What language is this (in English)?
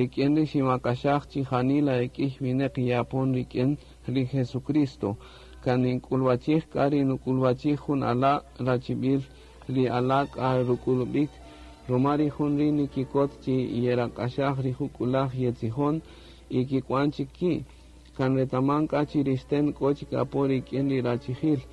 Kaqchikel